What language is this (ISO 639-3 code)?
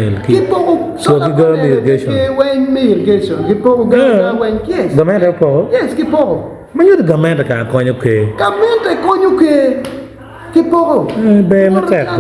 ach